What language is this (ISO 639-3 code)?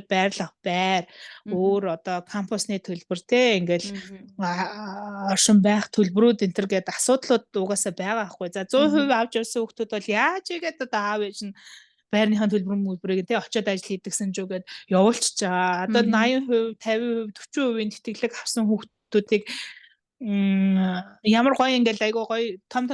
mon